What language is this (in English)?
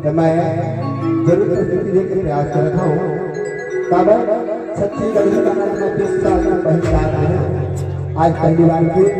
Chhattisgarhi